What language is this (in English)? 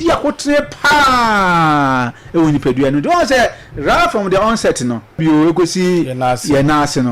Akan